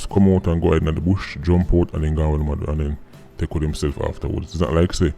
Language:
Jamaican Creole English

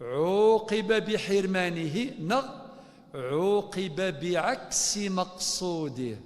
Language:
Kabyle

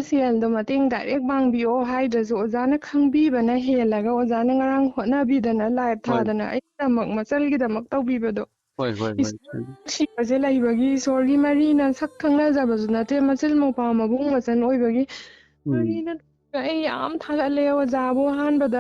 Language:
Manipuri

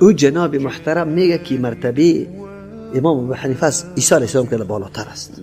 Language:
Persian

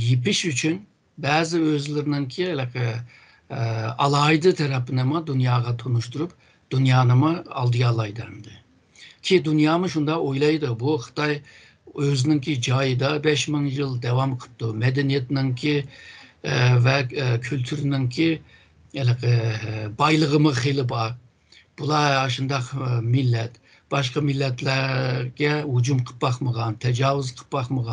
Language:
Uyghur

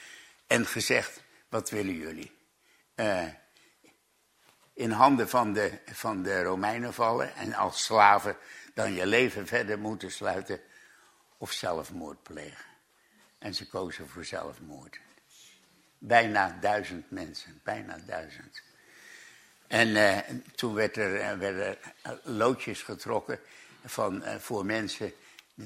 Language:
Dutch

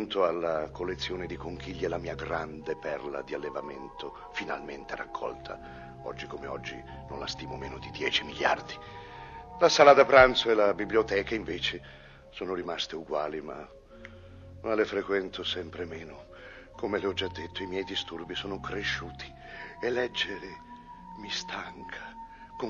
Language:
Italian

